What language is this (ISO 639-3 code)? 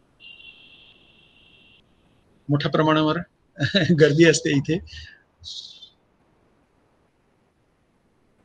mar